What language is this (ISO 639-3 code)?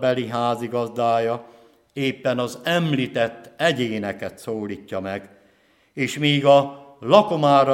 hun